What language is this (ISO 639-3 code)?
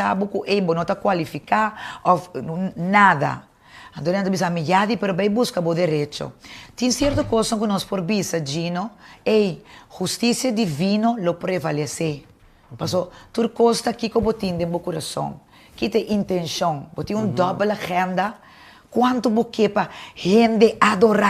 pap